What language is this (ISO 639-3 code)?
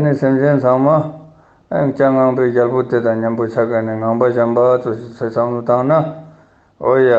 lbj